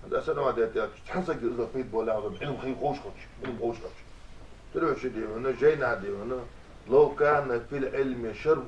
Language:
Ingush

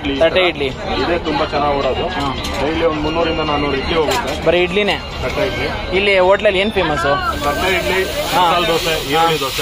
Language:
Kannada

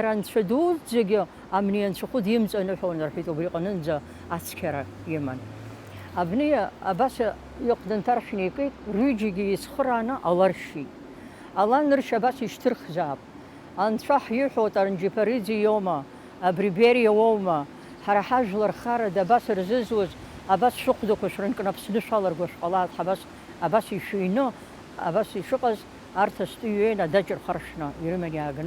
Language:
Abkhazian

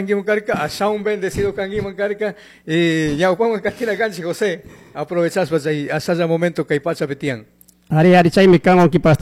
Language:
Chimborazo Highland Quichua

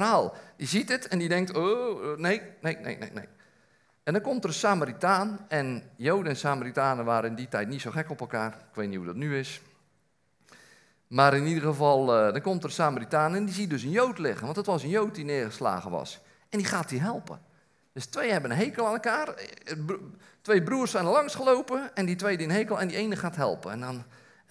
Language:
Dutch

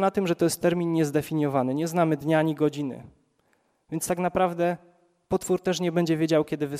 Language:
Polish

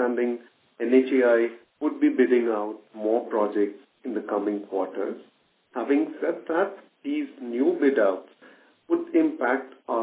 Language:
English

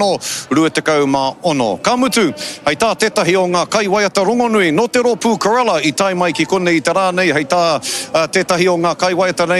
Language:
Māori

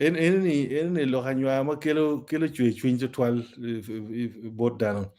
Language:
Acoli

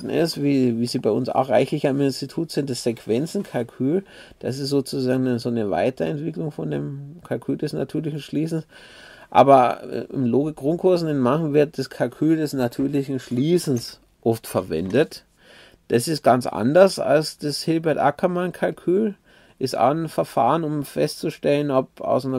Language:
German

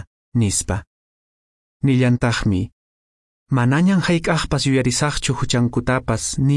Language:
Quechua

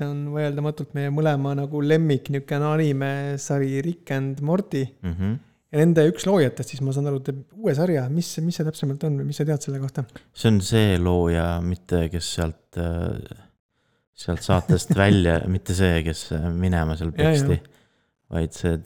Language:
Estonian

